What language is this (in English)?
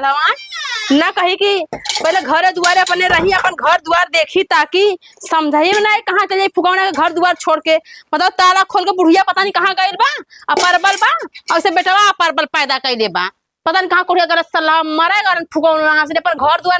Awadhi